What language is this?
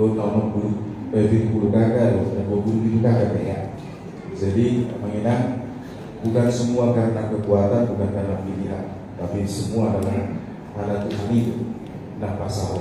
Batak Toba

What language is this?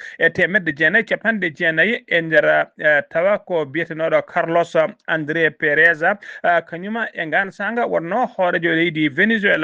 Fula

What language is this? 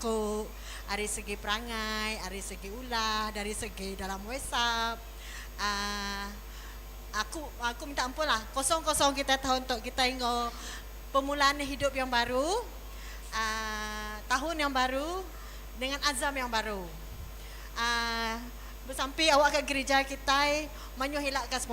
Iban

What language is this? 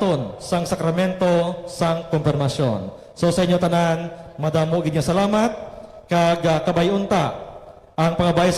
Hiligaynon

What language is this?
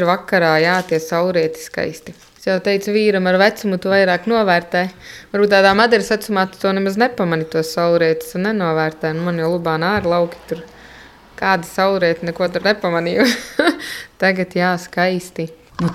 Latvian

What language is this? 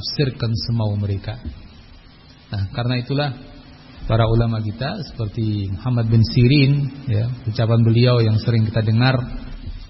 Indonesian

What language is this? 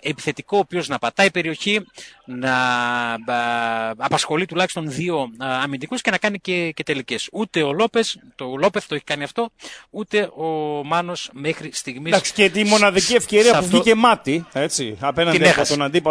Greek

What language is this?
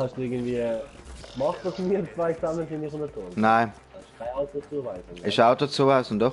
Swiss German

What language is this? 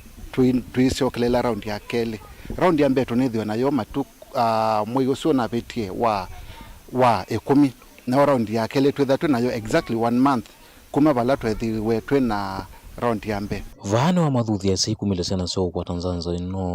Kamba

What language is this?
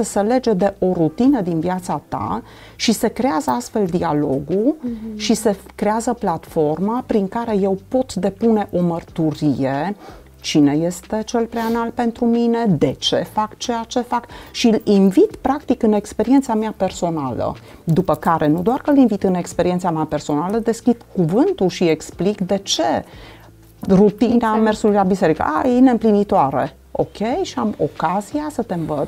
Romanian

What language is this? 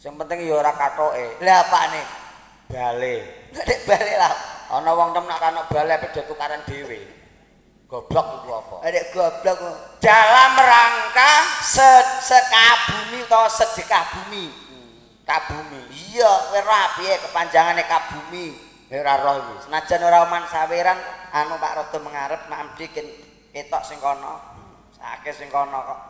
Javanese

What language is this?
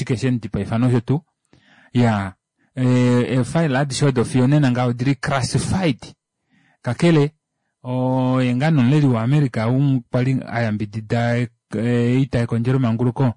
Kuanyama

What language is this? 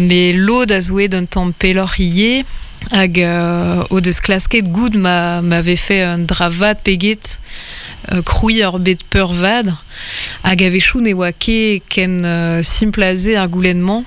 Breton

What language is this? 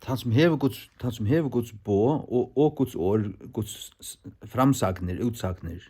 Faroese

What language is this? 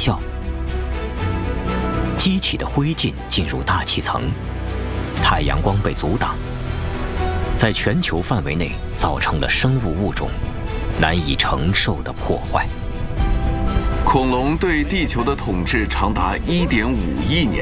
Chinese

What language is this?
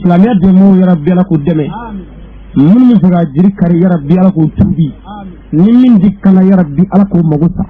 Bambara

